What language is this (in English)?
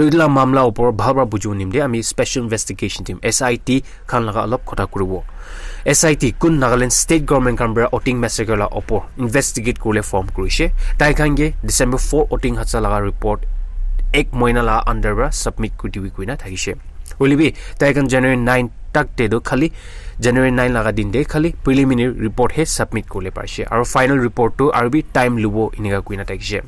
Naga Pidgin